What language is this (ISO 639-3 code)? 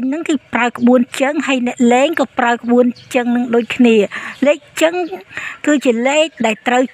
khm